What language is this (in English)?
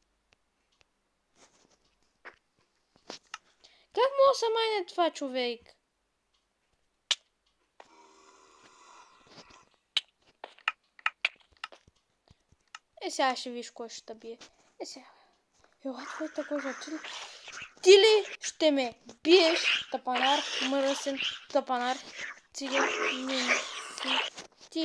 Bulgarian